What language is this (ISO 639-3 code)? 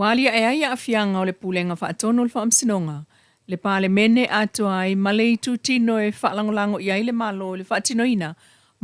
smo